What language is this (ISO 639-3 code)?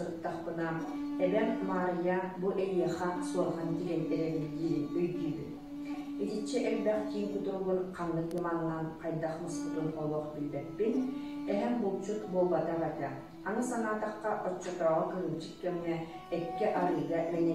sah